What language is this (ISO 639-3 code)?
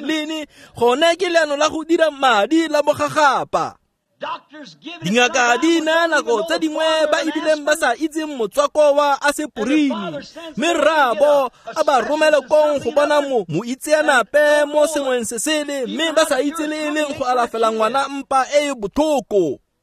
tsn